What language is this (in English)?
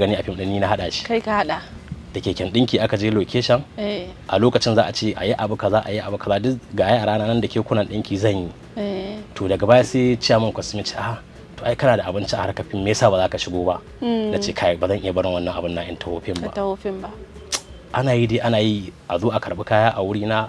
Hausa